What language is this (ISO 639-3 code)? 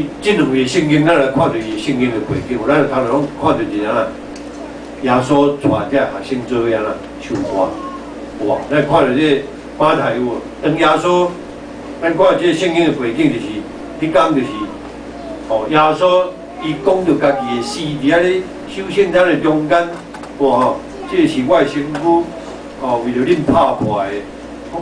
nan